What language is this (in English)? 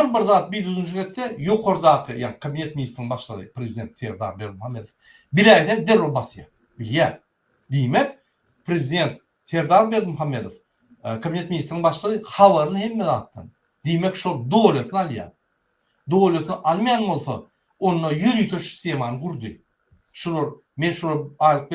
Turkmen